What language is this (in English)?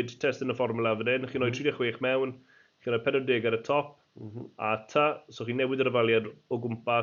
Welsh